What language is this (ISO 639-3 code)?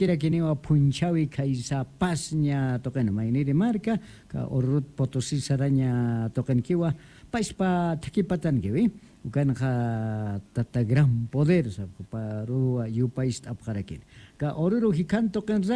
aym